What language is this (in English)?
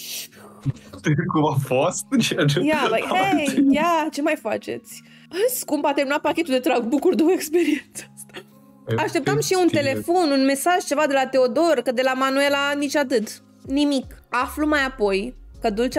Romanian